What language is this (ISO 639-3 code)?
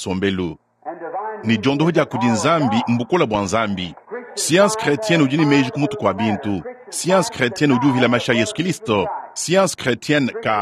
lua